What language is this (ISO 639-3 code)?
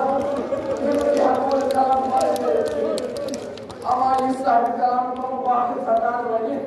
kas